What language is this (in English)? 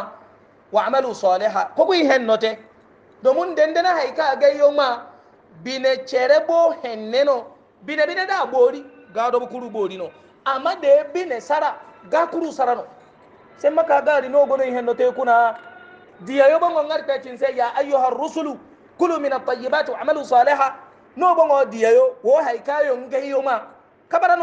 Hausa